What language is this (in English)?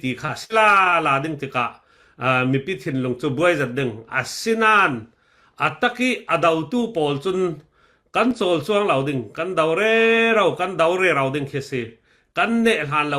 Falam Chin